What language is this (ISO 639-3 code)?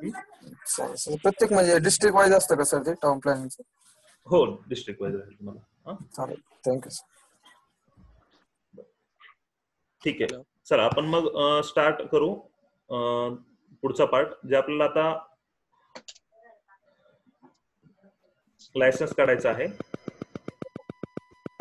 mar